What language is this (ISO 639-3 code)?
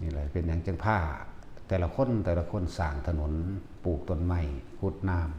lao